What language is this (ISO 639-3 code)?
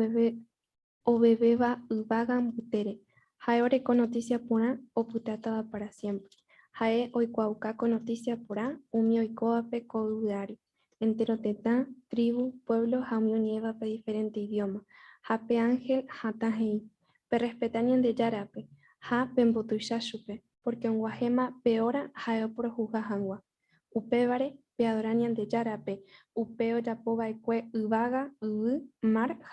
grn